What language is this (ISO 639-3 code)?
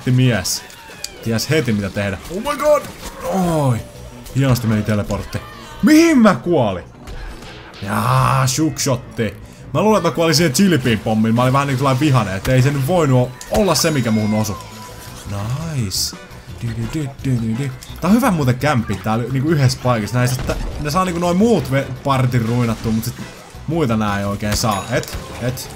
fin